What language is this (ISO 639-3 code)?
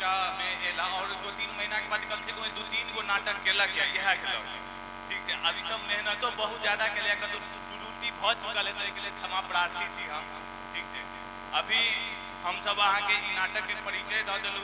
mai